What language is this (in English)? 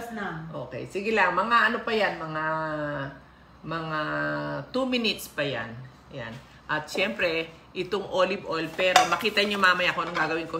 Filipino